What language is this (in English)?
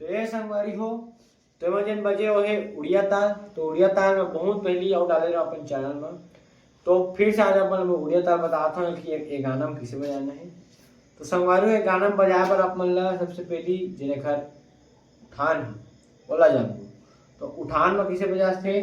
Chhattisgarhi